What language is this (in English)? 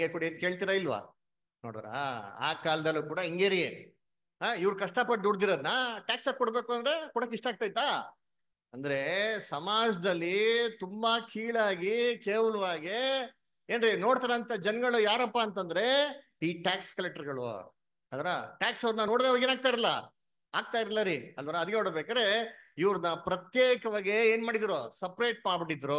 Kannada